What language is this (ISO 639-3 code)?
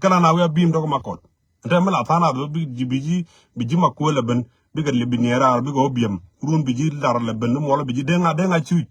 nus